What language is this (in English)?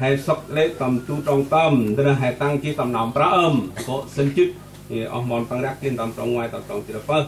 Central Mnong